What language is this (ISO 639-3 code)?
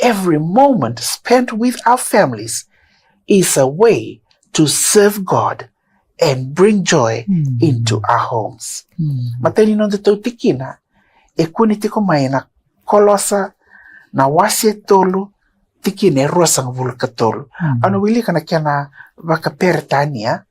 fij